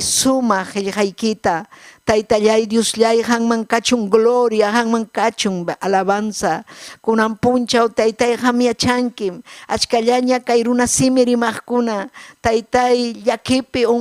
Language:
Ayacucho Quechua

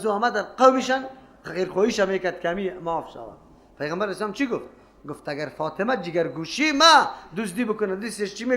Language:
Persian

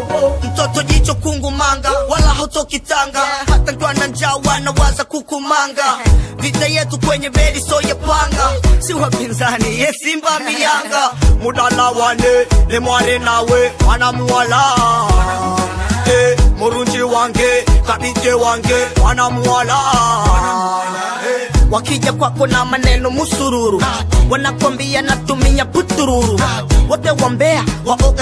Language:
Swahili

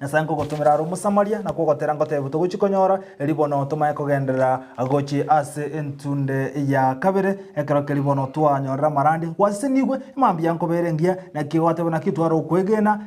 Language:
Gusii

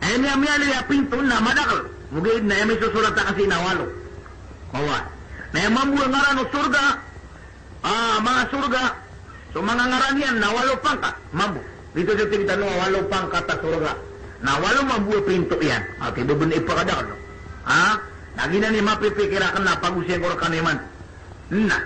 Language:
Maranao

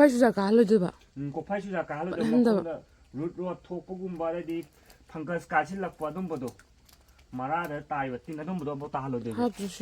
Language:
Manipuri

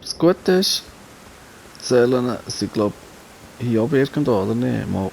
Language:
Swiss German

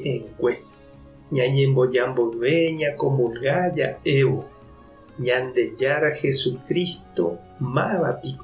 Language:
Guarani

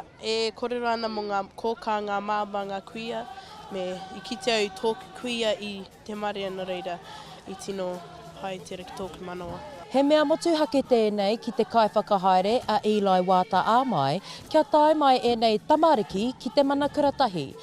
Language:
Māori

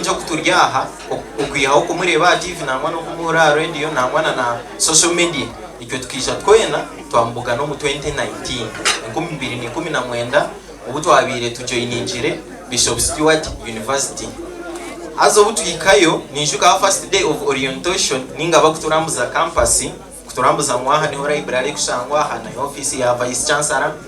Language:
Nyankole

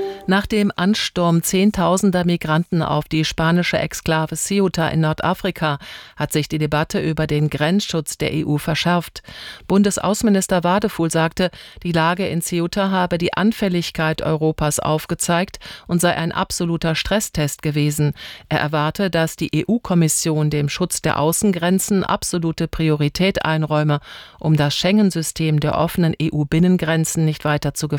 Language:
German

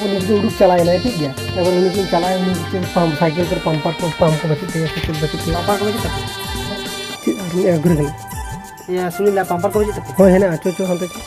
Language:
Santali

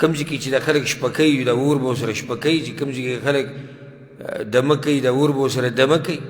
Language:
Pashto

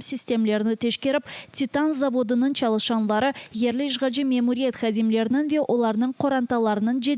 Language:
Crimean Tatar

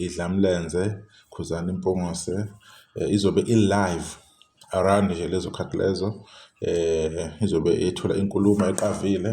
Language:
Zulu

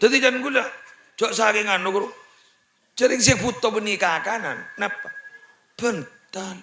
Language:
Madurese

